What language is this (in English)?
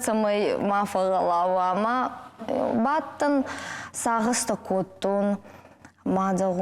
Ossetic